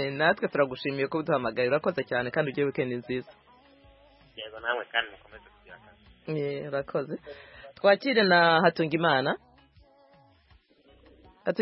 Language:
Kinyarwanda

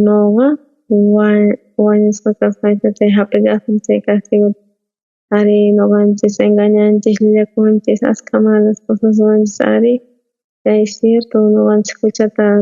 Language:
South Bolivian Quechua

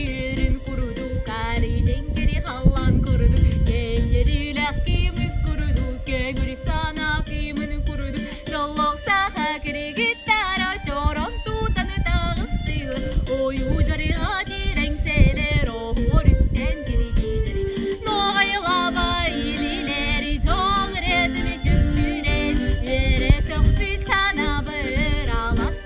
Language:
Yakut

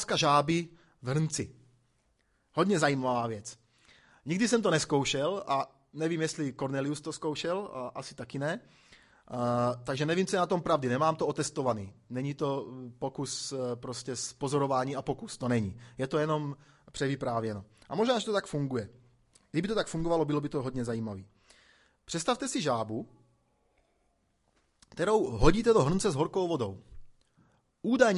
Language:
Czech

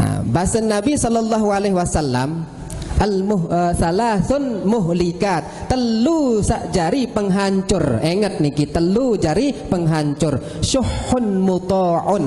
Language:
Sasak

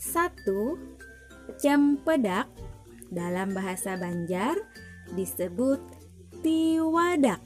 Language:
Banjar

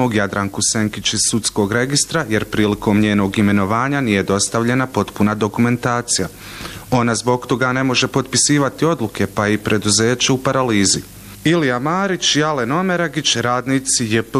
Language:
Bosnian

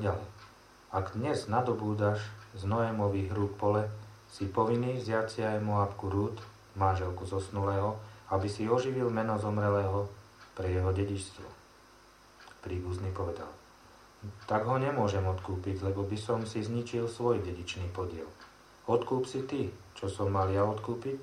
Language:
Slovak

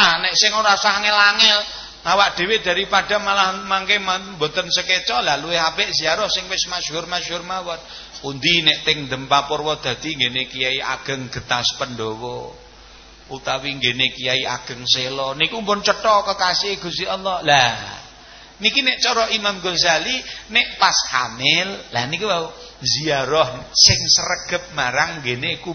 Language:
Javanese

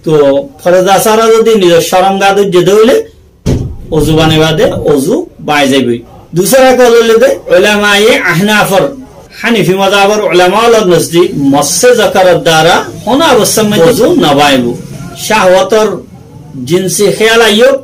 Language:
Rohingya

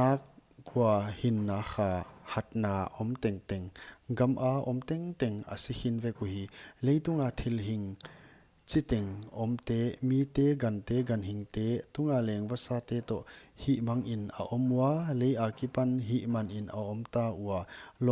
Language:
Paite Chin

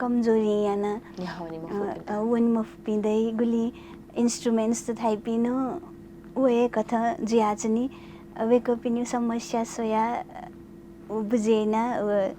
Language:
Newari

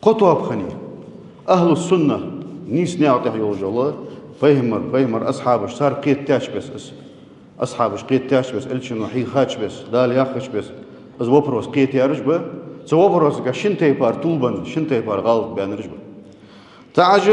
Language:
Ingush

